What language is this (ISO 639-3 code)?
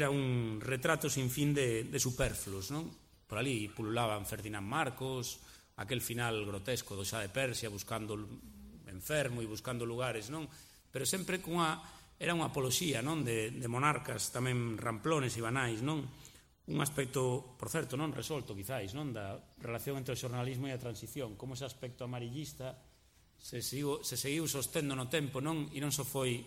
glg